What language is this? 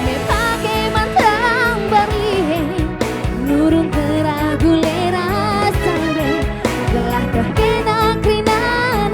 Batak Karo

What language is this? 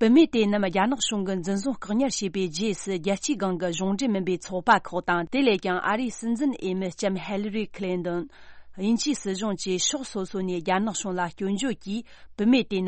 Tibetan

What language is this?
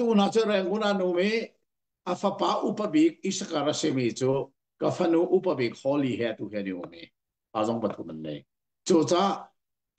Hakha Chin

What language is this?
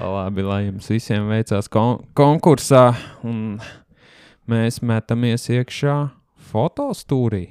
Latvian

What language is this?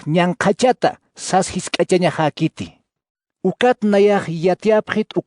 Aymara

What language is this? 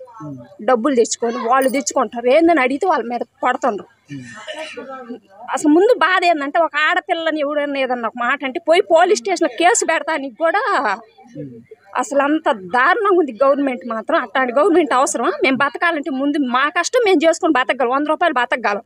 Telugu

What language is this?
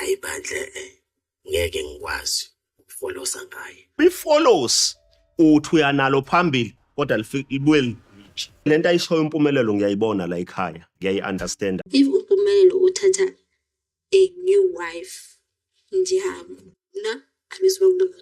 Zulu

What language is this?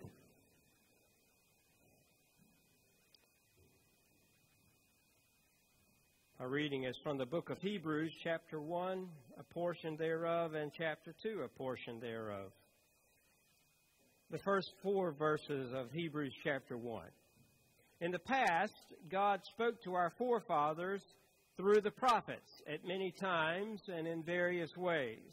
English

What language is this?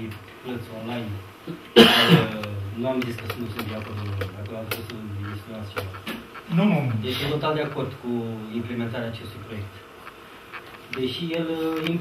Romanian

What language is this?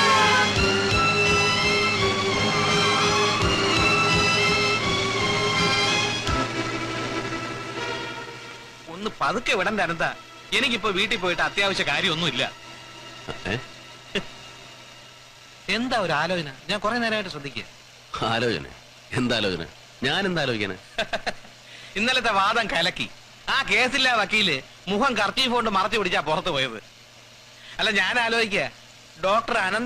Malayalam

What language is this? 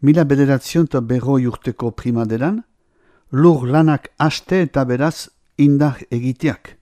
Basque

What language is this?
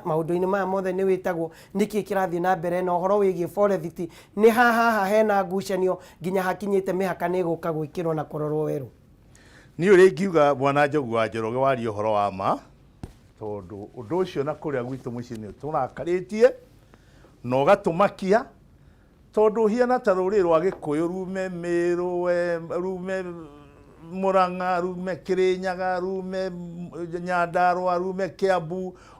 Kikuyu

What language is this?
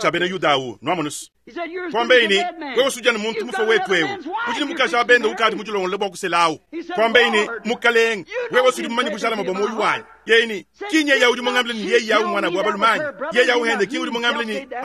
Luba-Lulua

